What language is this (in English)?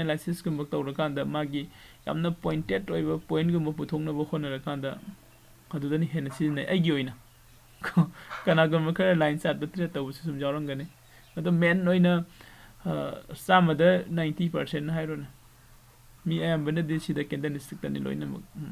Manipuri